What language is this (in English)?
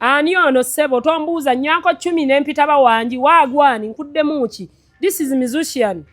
Ganda